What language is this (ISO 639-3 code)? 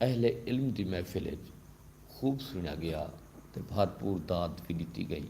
skr